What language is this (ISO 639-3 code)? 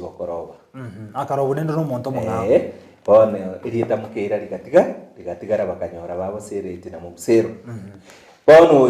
guz